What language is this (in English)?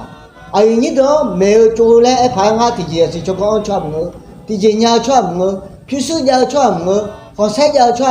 Akha